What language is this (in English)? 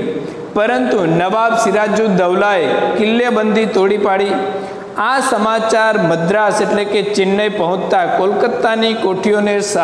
Gujarati